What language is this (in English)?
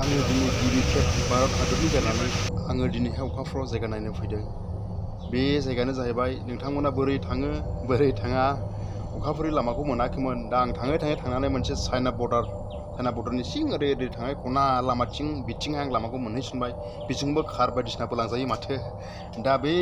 Bodo